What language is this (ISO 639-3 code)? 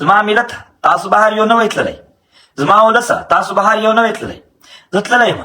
pus